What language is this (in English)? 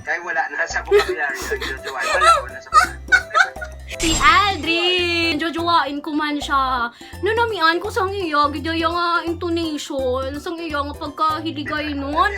Hiligaynon